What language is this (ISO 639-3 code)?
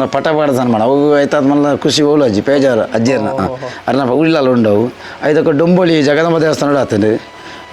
tcy